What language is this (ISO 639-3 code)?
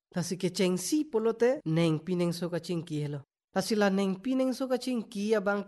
mjw